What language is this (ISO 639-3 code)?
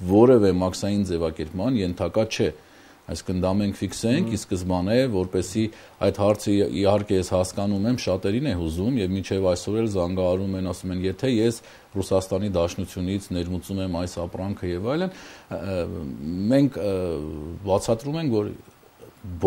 hye